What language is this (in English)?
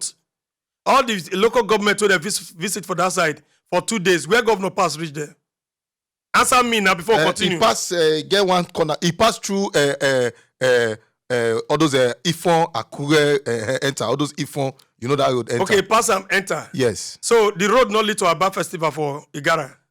Nigerian Pidgin